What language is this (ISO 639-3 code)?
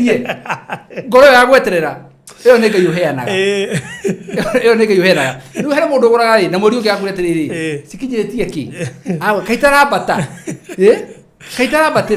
kik